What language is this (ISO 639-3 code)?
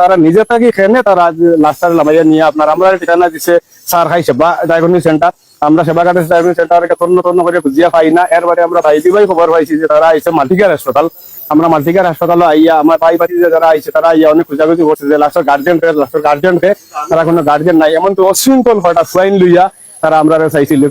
syl